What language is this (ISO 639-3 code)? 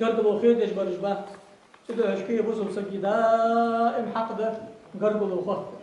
inh